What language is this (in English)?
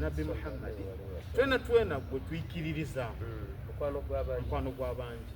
Soga